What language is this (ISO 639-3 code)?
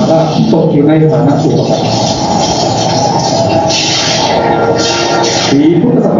tha